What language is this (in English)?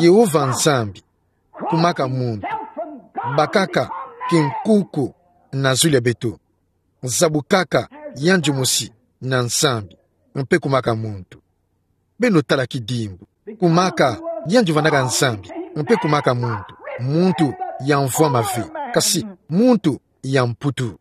Kituba (Democratic Republic of Congo)